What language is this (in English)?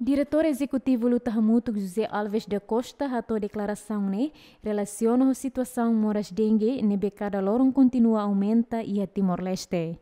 Tetum